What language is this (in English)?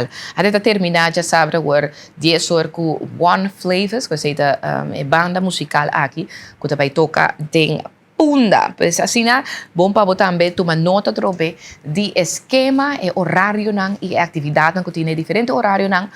Papiamento